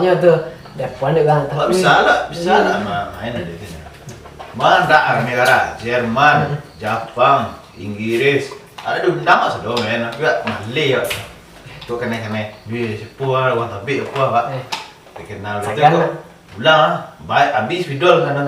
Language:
Minangkabau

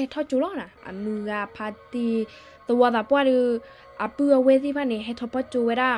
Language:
S'gaw Karen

